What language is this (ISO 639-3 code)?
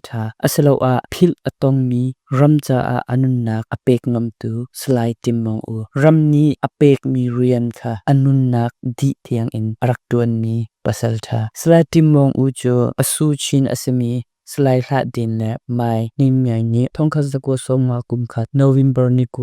cnh